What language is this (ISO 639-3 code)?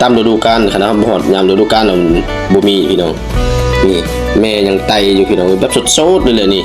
lao